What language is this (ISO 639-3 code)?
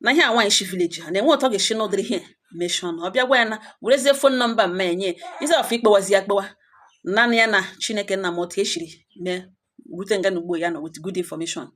ibo